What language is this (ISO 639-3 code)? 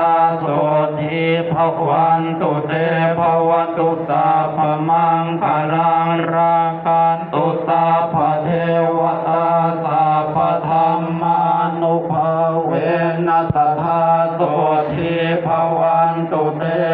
pli